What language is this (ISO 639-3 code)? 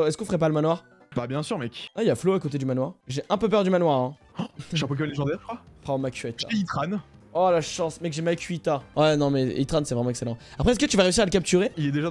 fra